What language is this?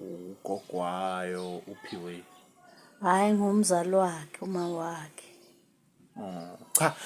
Zulu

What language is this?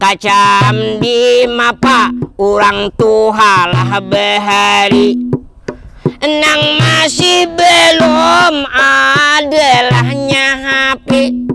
Banjar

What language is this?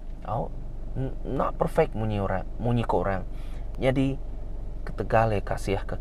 Iban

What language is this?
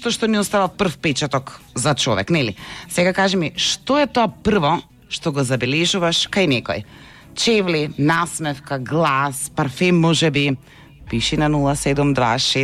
Macedonian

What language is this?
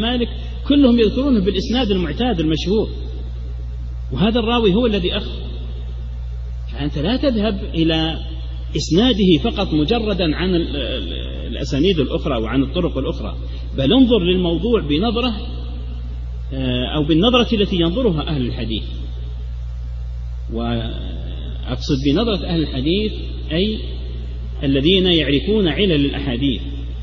Arabic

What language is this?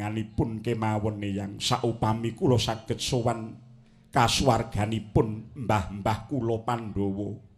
Javanese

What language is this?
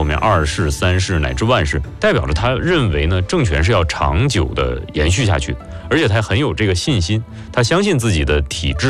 Chinese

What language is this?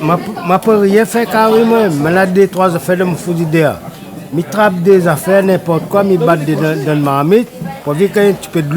Réunion Creole French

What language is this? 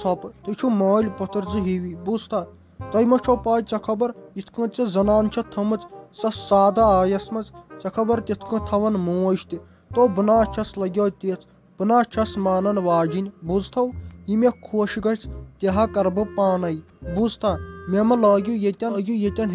Kashmiri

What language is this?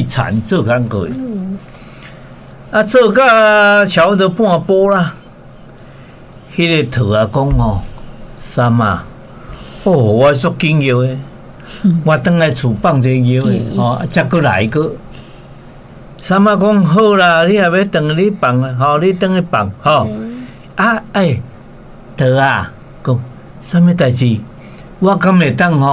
Min Nan Chinese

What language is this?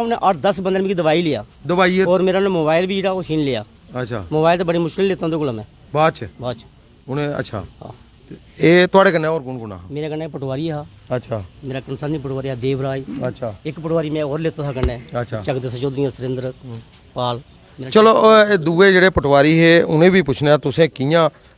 Dogri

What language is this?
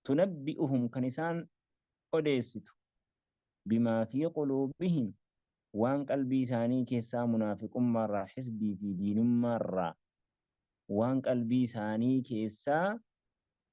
Oromo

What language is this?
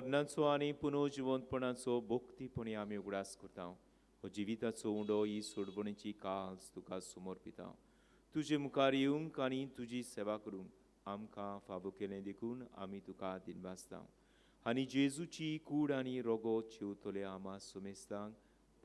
Konkani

